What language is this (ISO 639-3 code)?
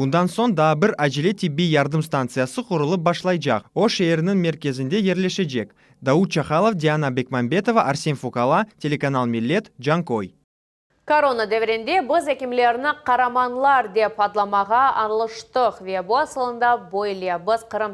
crh